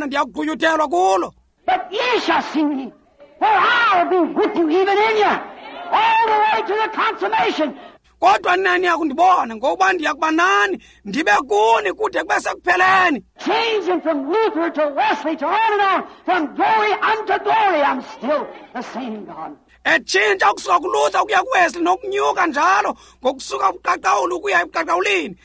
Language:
Xhosa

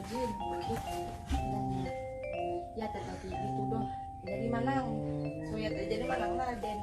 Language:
Iban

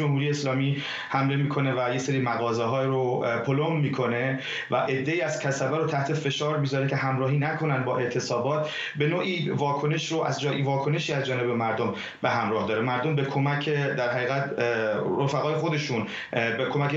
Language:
Persian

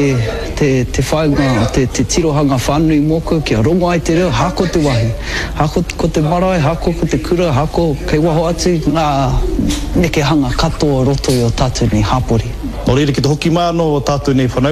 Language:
Māori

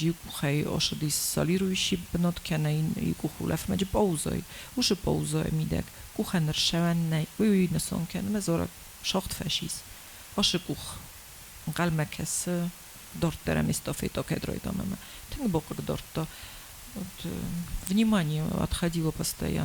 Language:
Ossetic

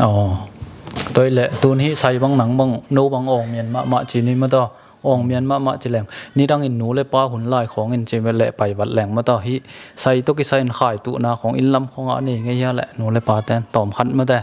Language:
Tedim Chin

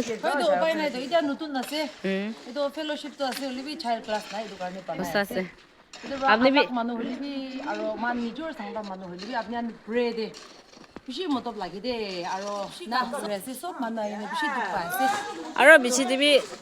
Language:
Naga Pidgin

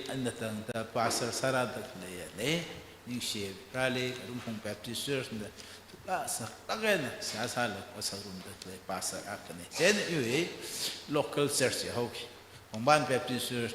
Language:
Tangkhul Naga (India)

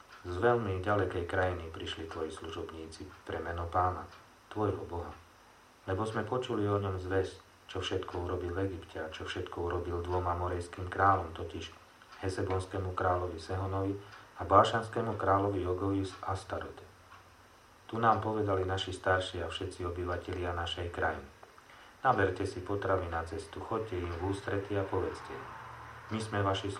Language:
Slovak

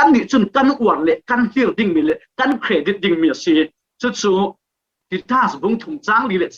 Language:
Falam Chin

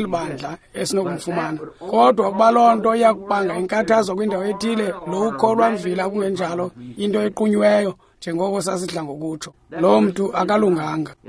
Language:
Xhosa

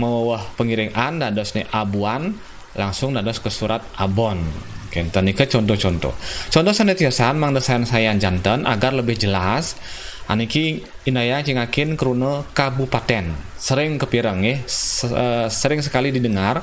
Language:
Balinese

